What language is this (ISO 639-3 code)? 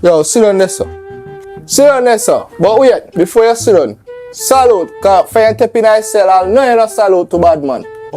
jam